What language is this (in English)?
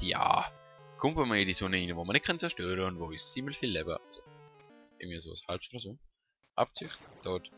Swiss German